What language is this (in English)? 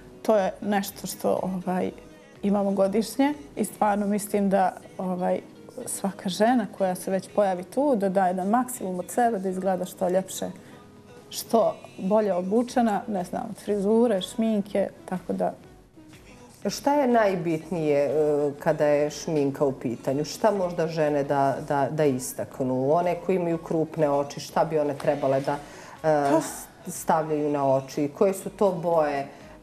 Bosnian